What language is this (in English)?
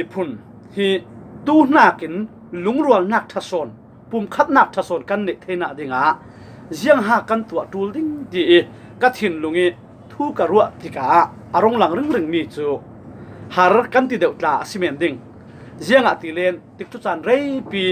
Falam Chin